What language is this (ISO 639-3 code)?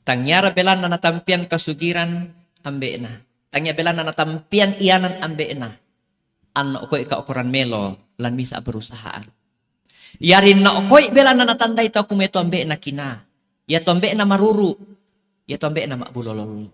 sda